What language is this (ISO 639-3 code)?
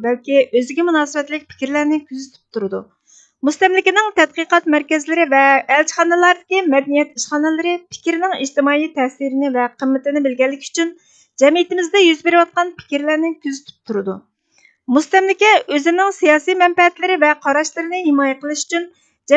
uig